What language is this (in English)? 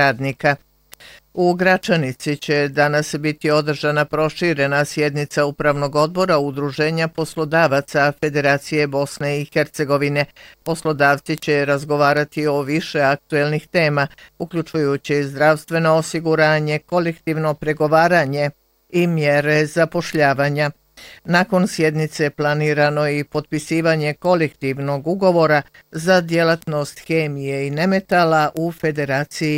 Bosnian